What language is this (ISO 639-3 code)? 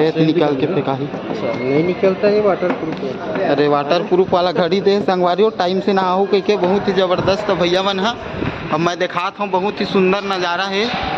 hne